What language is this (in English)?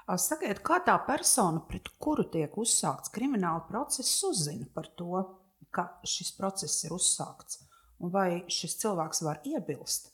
Latvian